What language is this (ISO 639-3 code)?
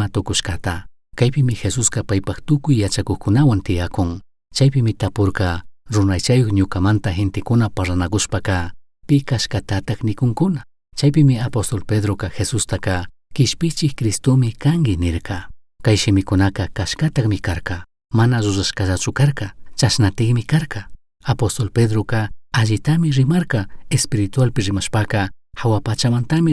qug